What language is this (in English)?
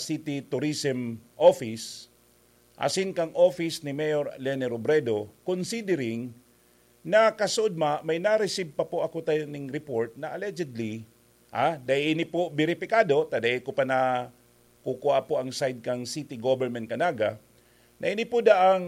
Bikol